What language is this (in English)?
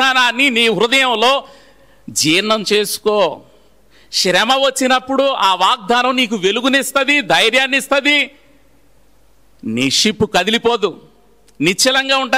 Telugu